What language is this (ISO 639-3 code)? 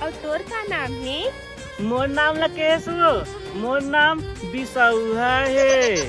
hne